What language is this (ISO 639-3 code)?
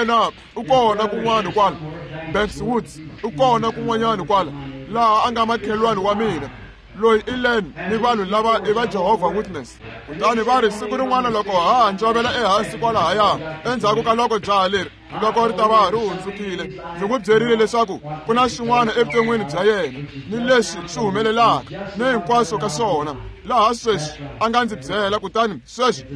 tso